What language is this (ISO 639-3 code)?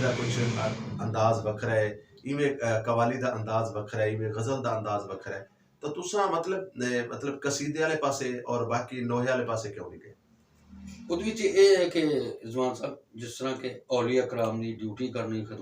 lah